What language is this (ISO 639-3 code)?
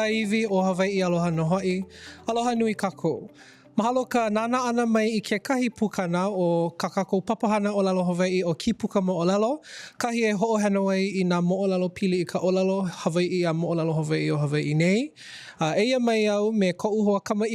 haw